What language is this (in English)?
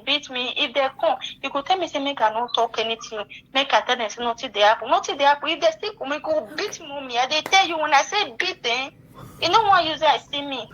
Nigerian Pidgin